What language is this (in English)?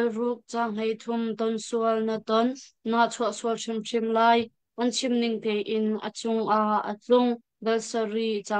Hakha Chin